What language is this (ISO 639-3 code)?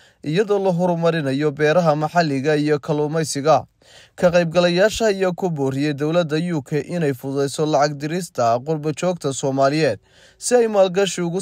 som